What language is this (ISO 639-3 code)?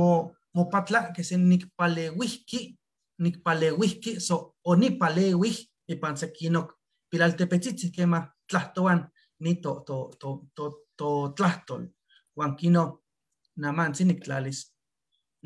nhe